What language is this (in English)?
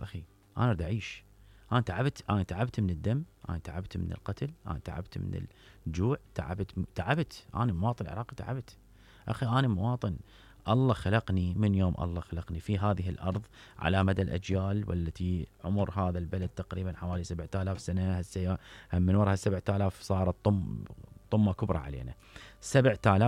Mesopotamian Arabic